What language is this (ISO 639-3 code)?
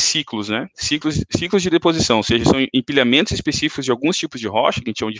por